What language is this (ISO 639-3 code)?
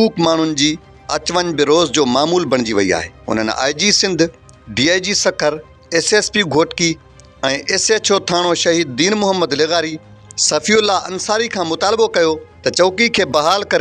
snd